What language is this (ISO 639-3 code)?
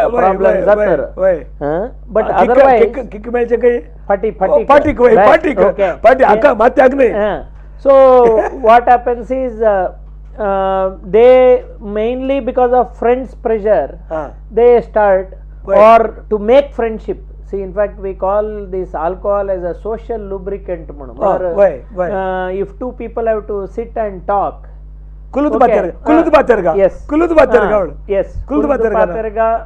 kok